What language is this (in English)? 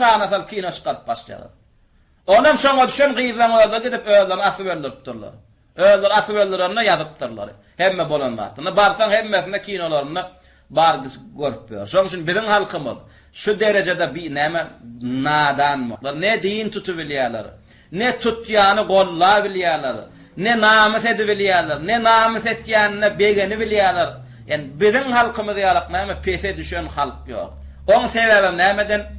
Turkmen